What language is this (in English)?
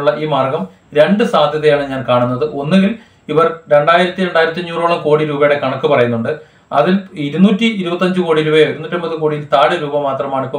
Malayalam